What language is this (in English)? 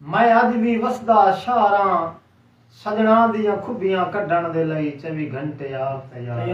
Saraiki